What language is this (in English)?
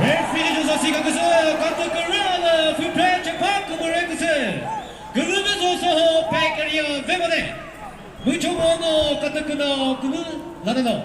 Chokri Naga